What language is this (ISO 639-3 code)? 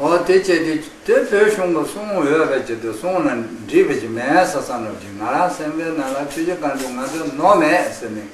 khg